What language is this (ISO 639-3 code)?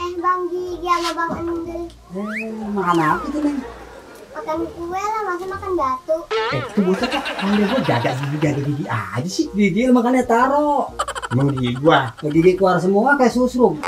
bew